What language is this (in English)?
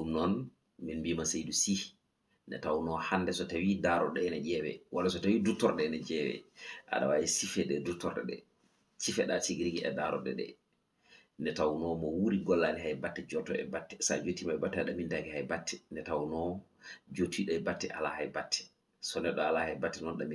Fula